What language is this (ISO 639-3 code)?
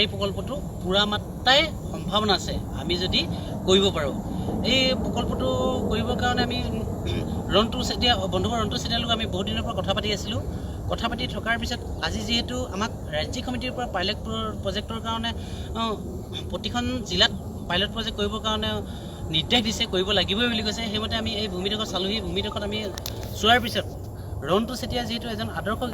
asm